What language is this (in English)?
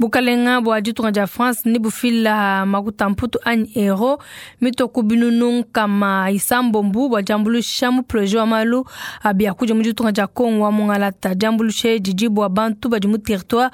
Luba-Lulua